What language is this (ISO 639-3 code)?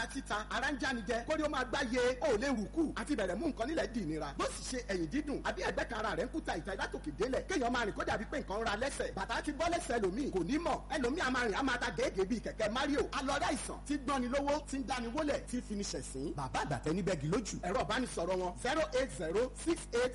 yor